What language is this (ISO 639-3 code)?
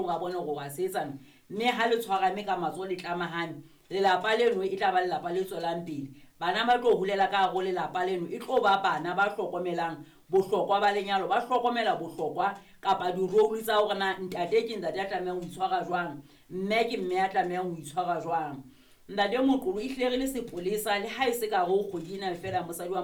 sot